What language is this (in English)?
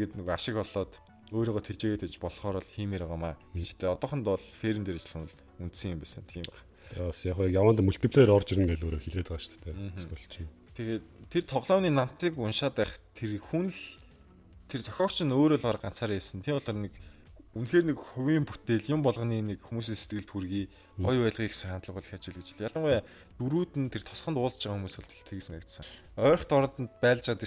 Mongolian